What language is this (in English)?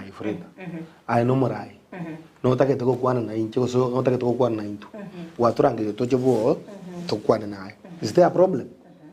Gusii